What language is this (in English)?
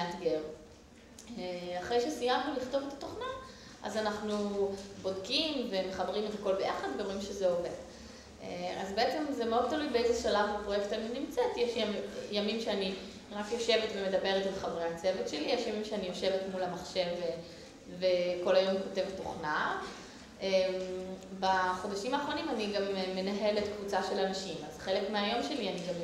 Hebrew